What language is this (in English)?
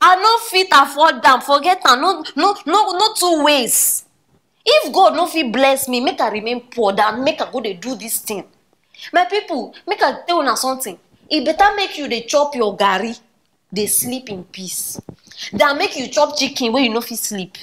Nigerian Pidgin